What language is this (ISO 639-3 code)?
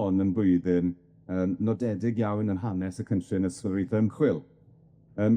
cym